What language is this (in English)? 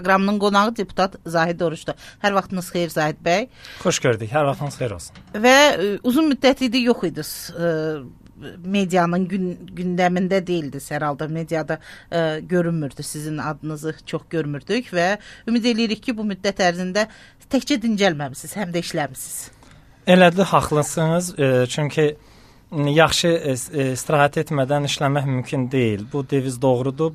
Azerbaijani